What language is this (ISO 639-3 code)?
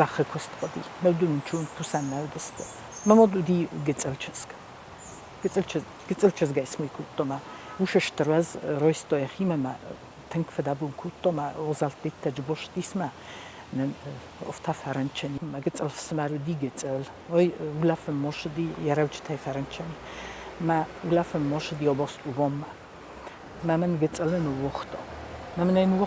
oss